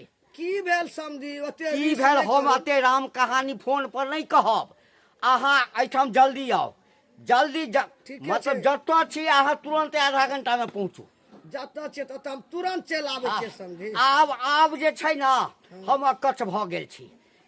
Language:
Maithili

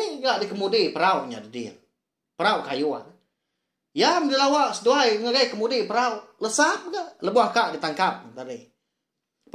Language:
Iban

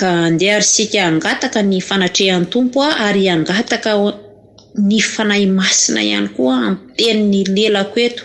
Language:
Malagasy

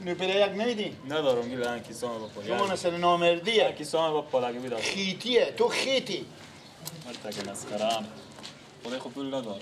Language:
Persian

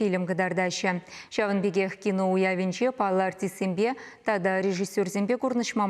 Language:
Chuvash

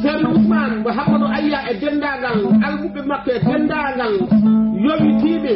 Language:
Fula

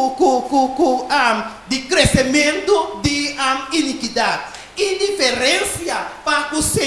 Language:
Papiamento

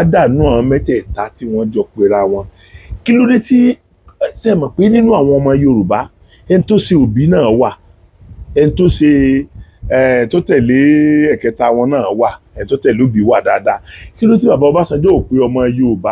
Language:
Yoruba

